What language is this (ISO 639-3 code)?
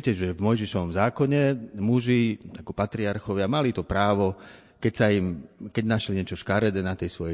slk